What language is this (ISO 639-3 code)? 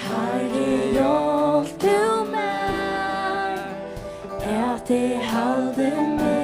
fao